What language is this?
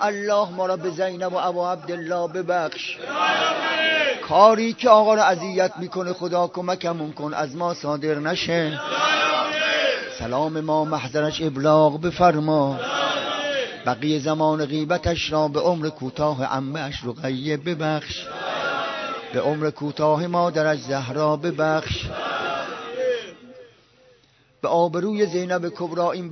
Persian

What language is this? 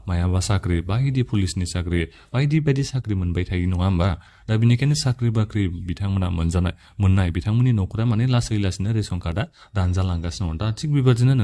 Bodo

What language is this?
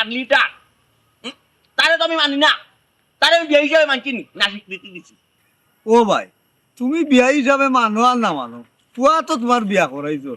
Sylheti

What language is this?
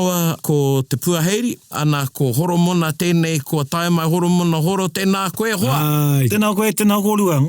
Māori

